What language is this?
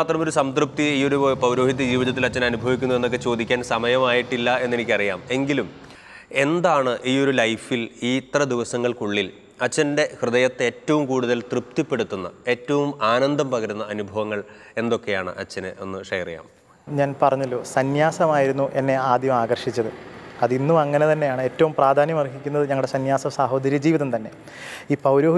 Malayalam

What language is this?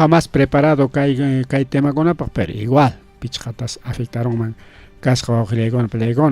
Ayacucho Quechua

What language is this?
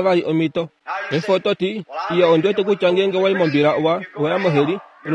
Kuanyama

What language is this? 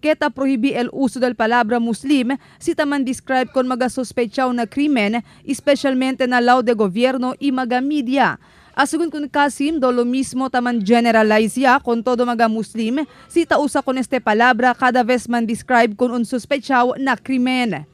Chavacano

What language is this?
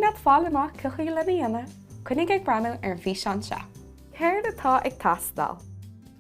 Irish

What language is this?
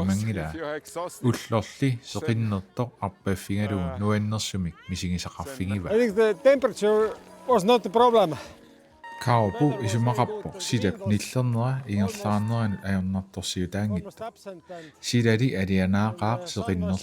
Kalaallisut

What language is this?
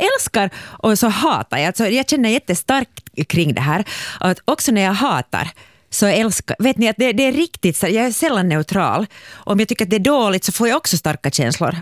Swedish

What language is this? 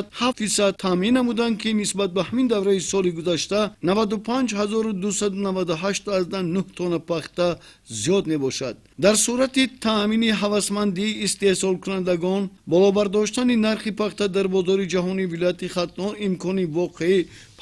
Tajik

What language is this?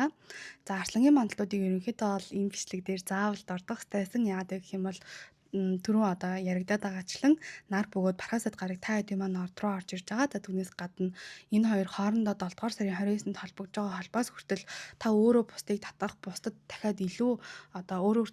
Mongolian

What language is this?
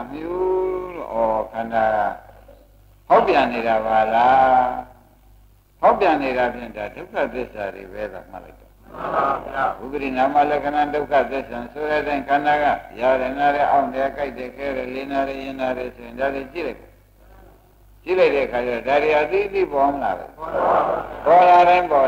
Burmese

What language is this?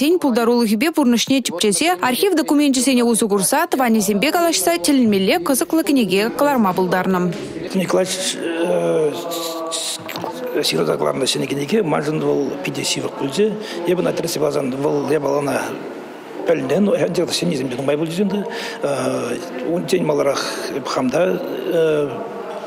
Chuvash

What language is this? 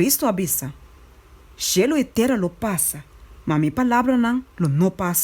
Papiamento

